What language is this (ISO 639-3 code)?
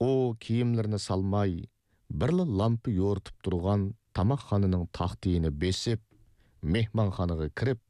uig